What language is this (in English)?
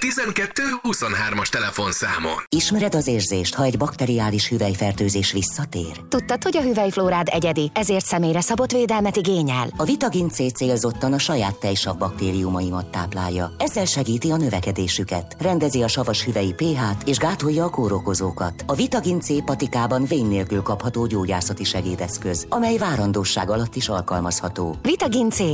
Hungarian